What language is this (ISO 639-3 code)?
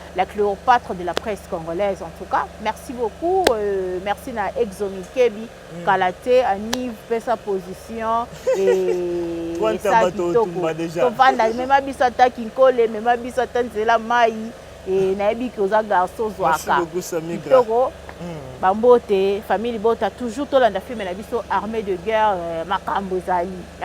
lin